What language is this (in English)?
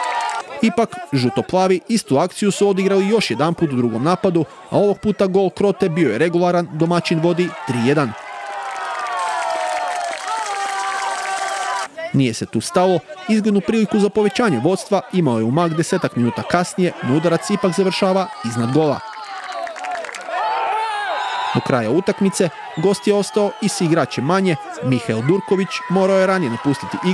Croatian